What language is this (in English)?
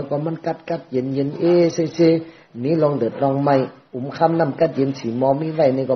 Shan